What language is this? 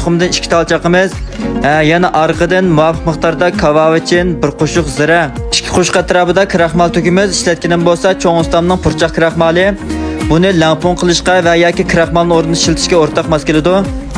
Uyghur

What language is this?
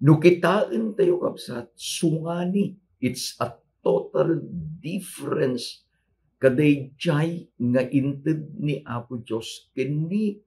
Iloko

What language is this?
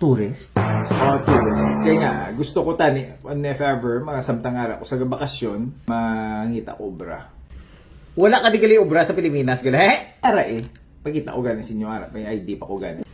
Hiligaynon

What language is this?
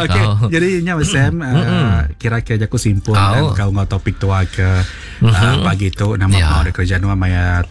Iban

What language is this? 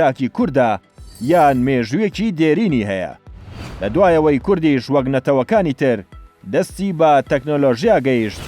Central Kurdish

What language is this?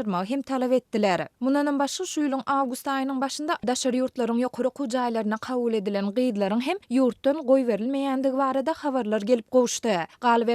Turkmen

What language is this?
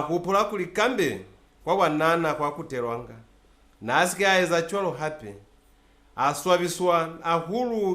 Lozi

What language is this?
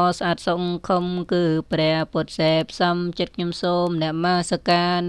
Khmer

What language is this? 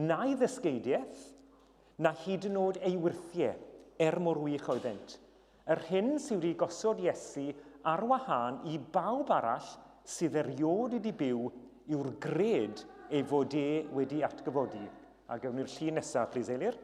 Welsh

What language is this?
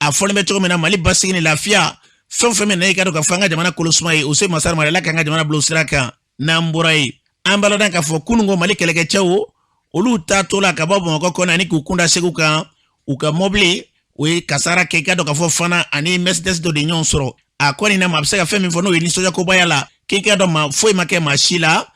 Bambara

